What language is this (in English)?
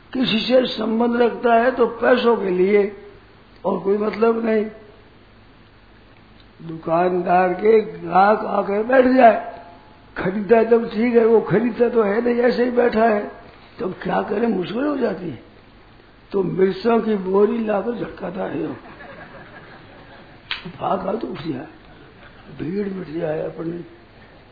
Hindi